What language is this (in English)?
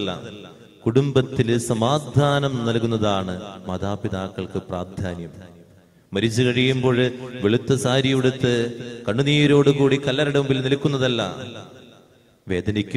Malayalam